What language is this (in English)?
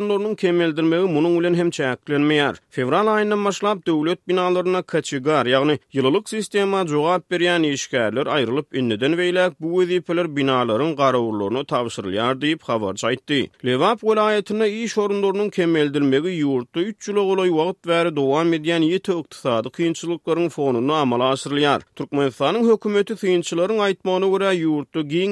Turkmen